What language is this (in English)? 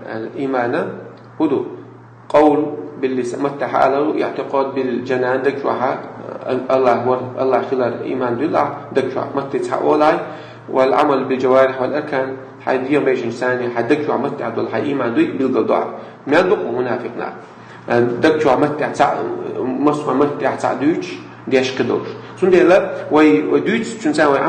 Chechen